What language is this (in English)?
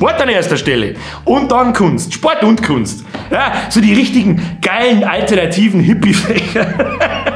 Bavarian